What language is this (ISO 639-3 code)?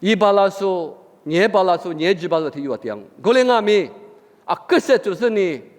lis